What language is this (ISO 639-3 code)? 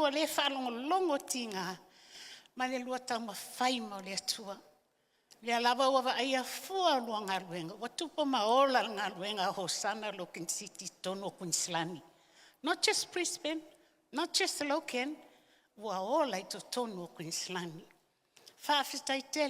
smo